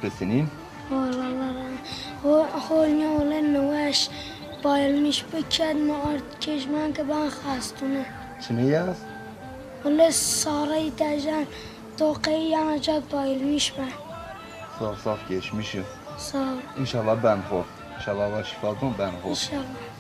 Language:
Zaza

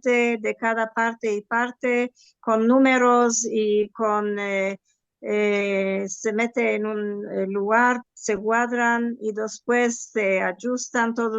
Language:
Ladino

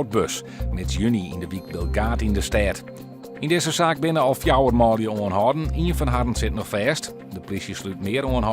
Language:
Western Frisian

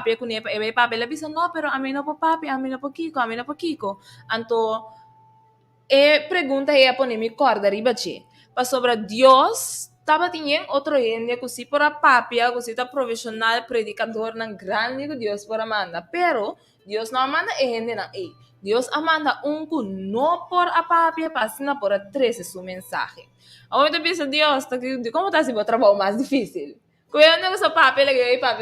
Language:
Papiamento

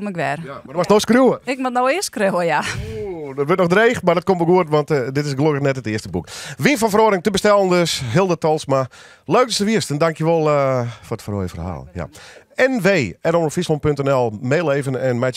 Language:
Western Frisian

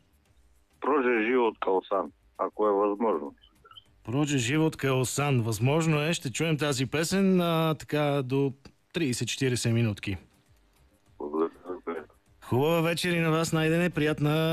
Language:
Bulgarian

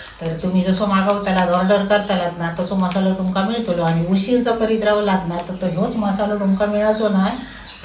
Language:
Konkani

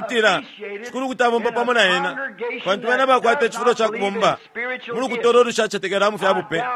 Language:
Bemba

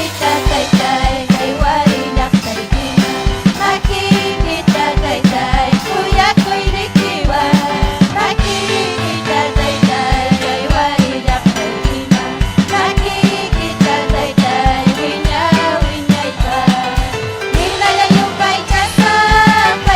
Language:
Ayacucho Quechua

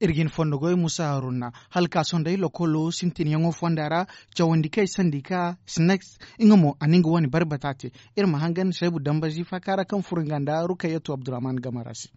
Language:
Zarma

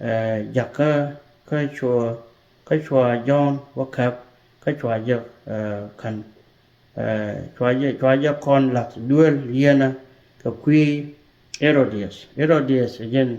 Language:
Nuer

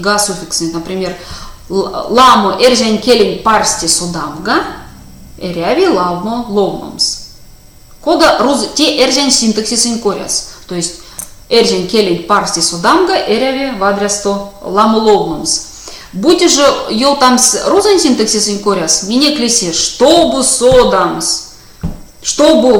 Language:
Erzya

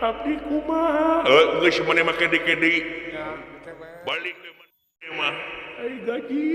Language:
Sundanese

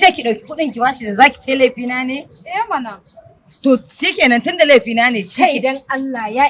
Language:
Hausa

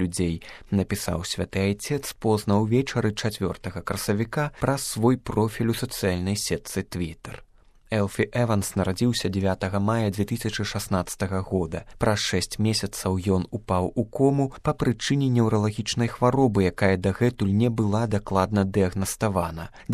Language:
Belarusian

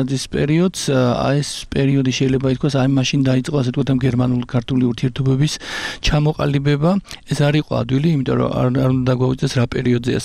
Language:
Georgian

